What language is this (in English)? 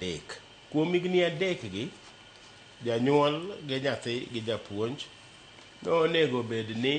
Luo (Kenya and Tanzania)